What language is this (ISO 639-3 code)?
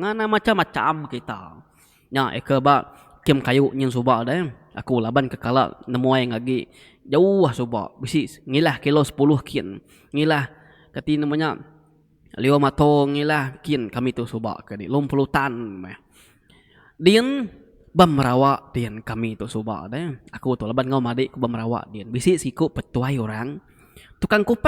iba